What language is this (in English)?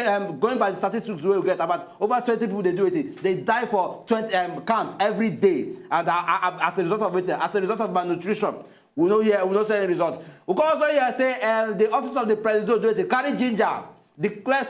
Nigerian Pidgin